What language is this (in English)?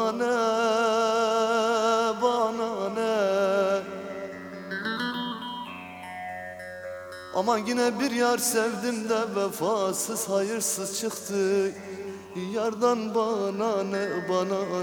Turkish